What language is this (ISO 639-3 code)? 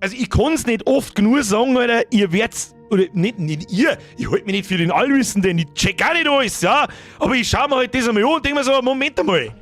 bar